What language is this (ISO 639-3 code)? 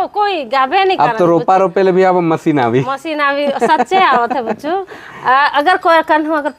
sck